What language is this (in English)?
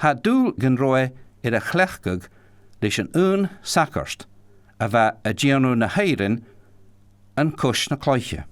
Scottish Gaelic